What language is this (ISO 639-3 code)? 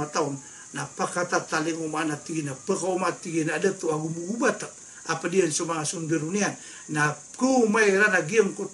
mrw